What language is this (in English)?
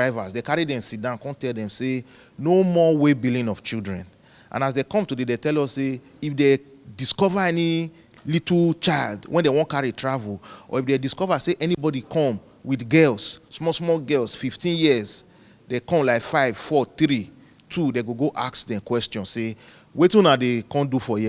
Nigerian Pidgin